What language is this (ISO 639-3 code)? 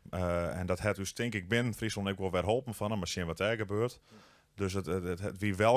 fry